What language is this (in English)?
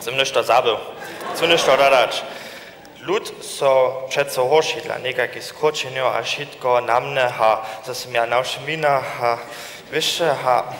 Upper Sorbian